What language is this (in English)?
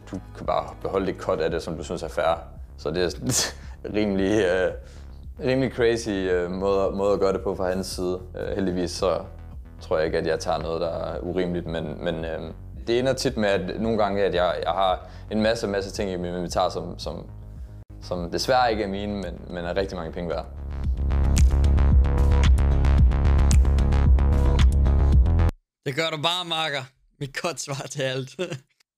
Danish